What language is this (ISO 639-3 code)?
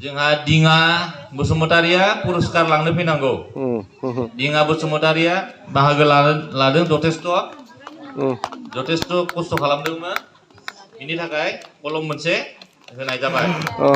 brx